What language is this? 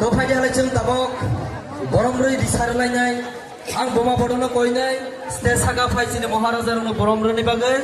Kok Borok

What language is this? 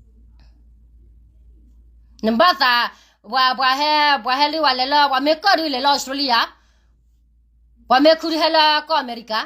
S'gaw Karen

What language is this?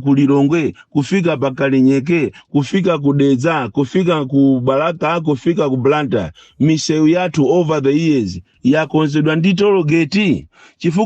Nyanja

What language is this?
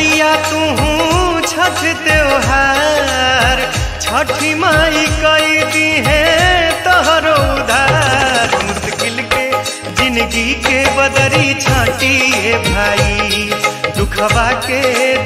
Bhojpuri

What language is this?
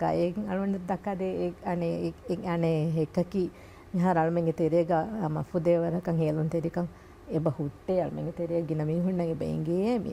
Divehi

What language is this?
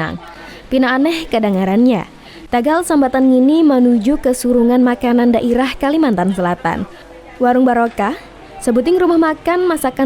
Banjar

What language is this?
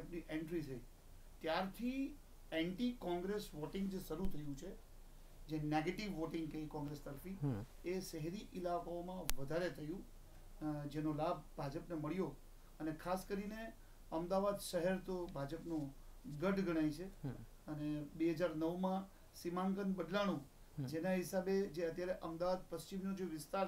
Gujarati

